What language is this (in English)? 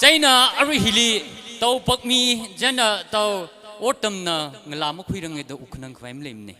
Tangkhul Naga (India)